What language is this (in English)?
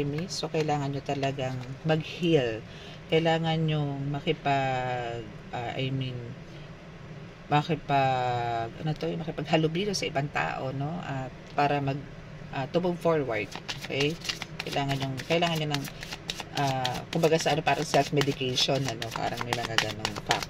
Filipino